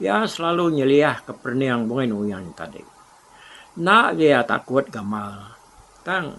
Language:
Iban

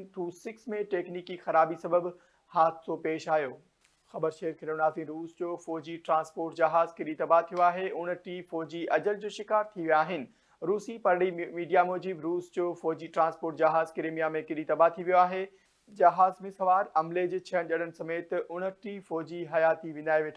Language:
Sindhi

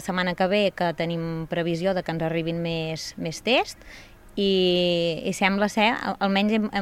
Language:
Catalan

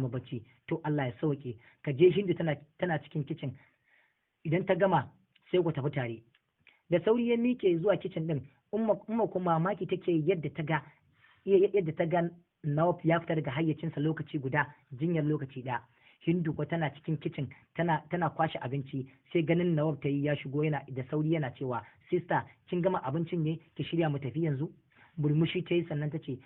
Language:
Hausa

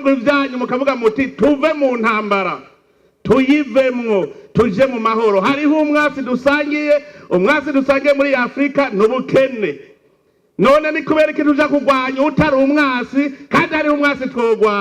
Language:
Rundi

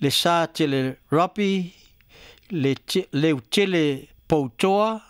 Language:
Samoan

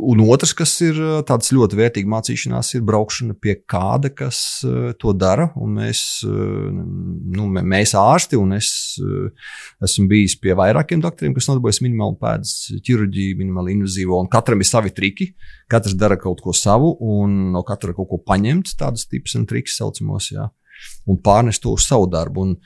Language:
Latvian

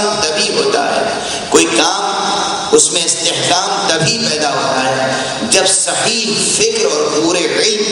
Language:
Urdu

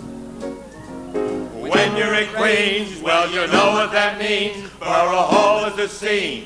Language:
English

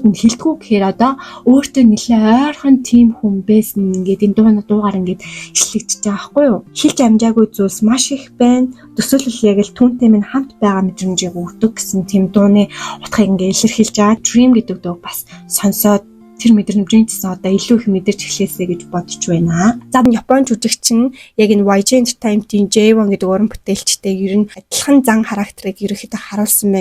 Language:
Mongolian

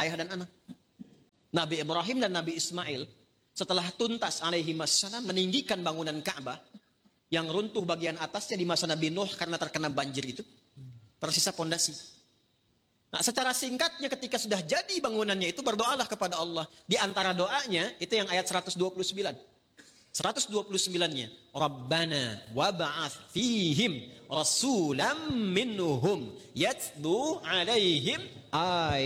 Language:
Indonesian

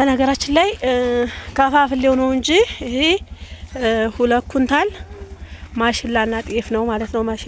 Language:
Amharic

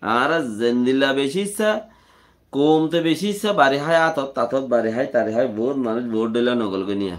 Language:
Rohingya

